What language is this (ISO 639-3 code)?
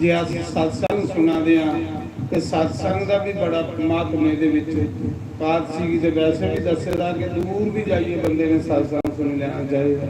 doi